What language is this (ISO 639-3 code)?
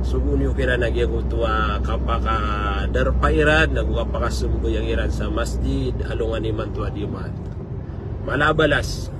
mrw